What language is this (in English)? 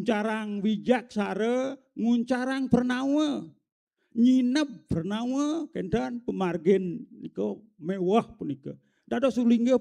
Balinese